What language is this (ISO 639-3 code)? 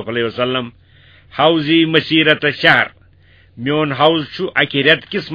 kas